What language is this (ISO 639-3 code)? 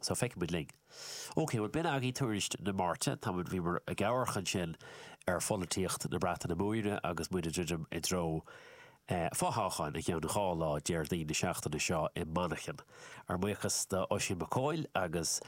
gle